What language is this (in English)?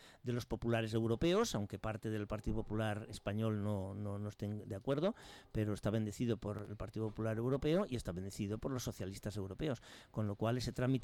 Spanish